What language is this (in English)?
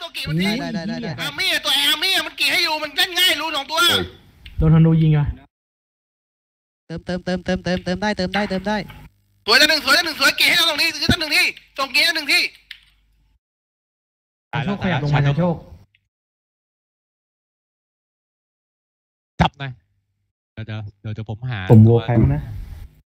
Thai